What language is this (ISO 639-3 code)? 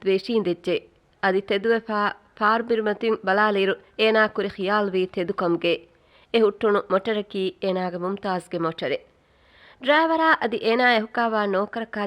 div